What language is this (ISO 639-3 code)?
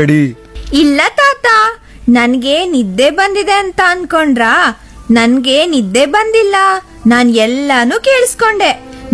kan